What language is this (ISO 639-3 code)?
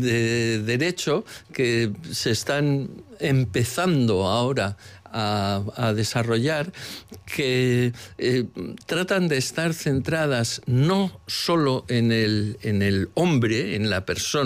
spa